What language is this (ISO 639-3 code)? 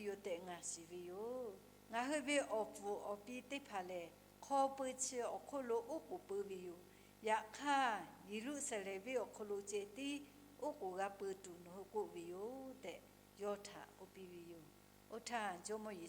lhu